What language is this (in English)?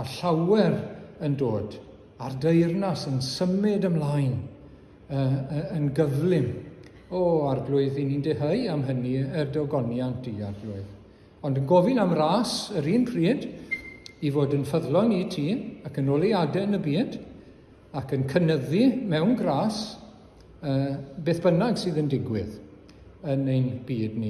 Welsh